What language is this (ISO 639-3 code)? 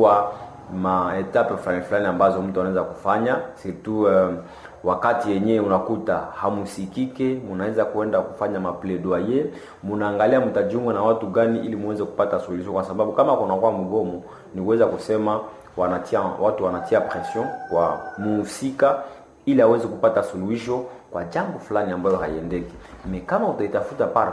swa